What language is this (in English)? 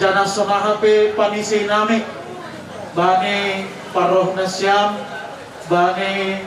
Batak Simalungun